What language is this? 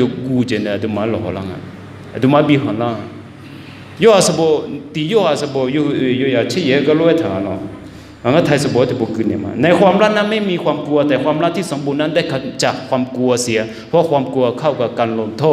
Akha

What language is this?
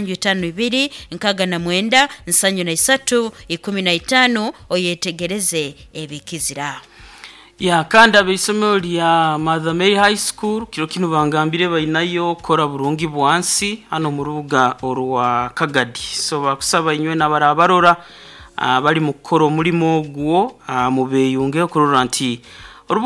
Nyoro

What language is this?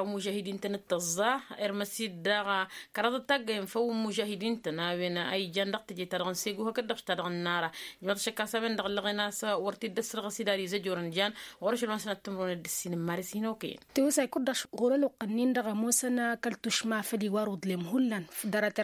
Tamasheq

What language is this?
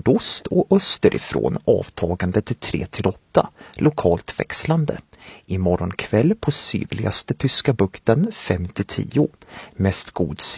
Swedish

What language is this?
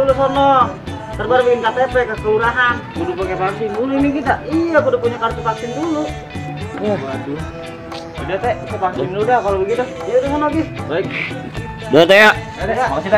Betawi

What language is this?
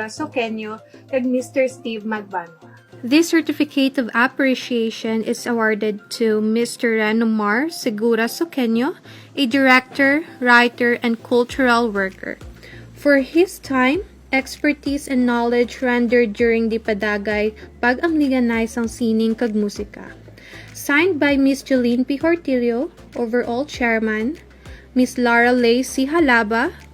Hiligaynon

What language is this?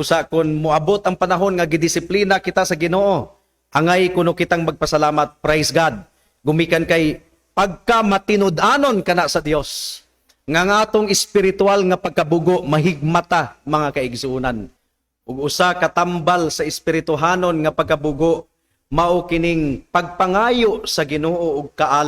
Cebuano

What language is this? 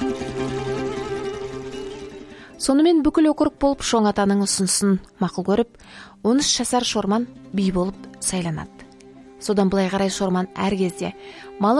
Kazakh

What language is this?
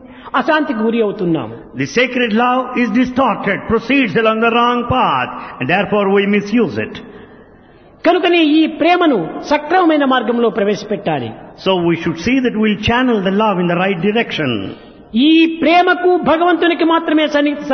Telugu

